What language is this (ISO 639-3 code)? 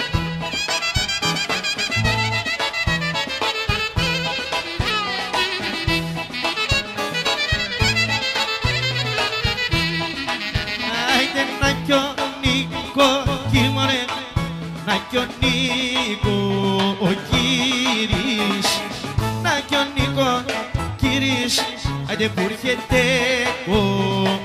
ell